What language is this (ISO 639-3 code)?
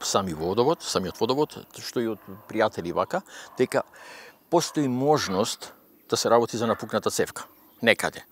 mkd